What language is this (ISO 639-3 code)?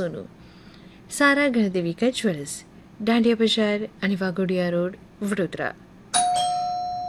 guj